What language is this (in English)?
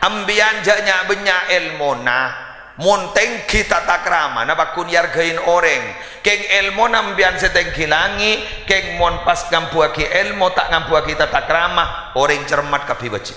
Madurese